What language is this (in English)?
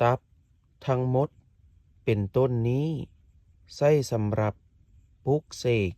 Lao